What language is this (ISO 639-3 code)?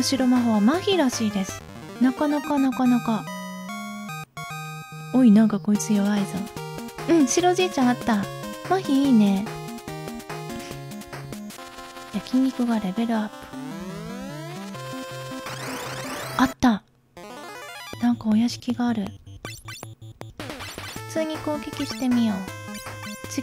jpn